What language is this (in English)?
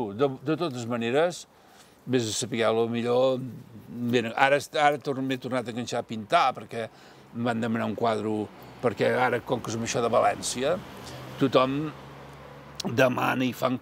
Catalan